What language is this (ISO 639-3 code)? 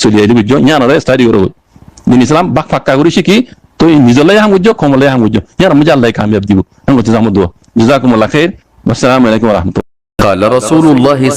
rhg